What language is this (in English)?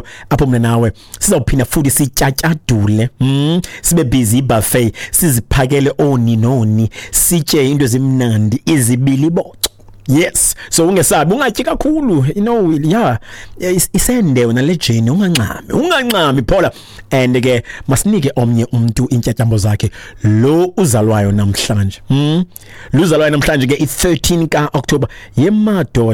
Xhosa